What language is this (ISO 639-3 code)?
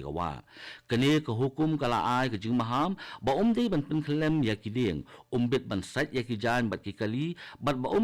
kha